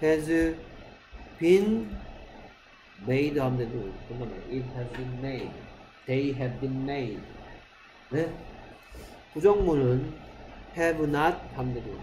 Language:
Korean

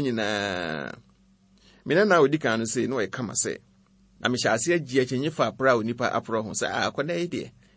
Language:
Akan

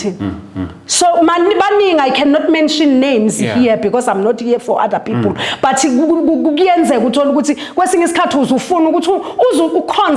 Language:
Zulu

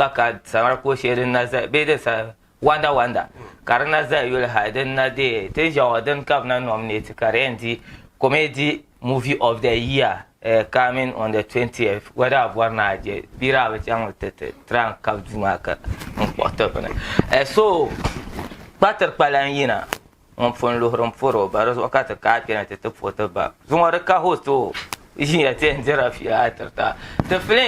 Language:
Dagbani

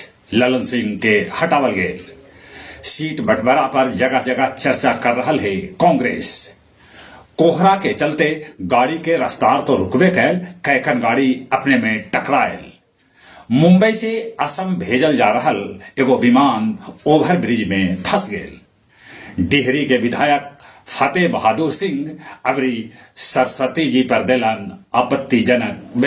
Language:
Magahi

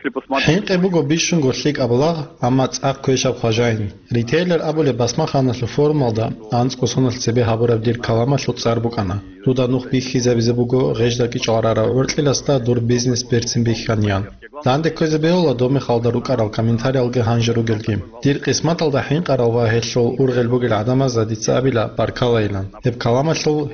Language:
Avaric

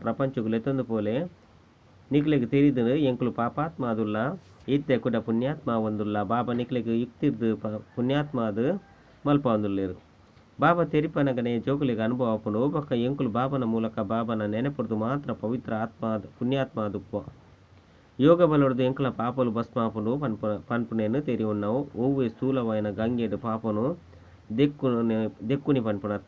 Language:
Tulu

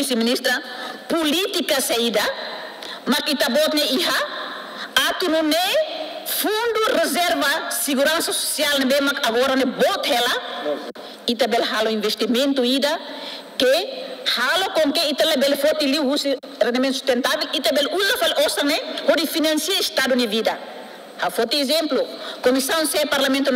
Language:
Tetum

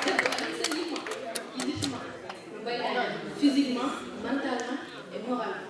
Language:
Fula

